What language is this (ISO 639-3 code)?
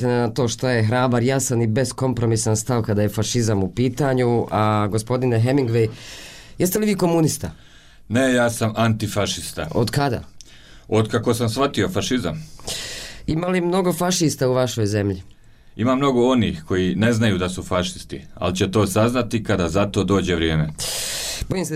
bos